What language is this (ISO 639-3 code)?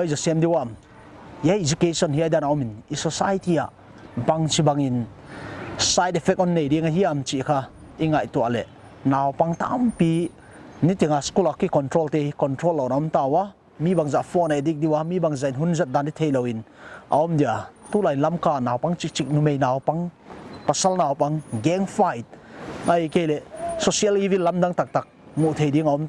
pck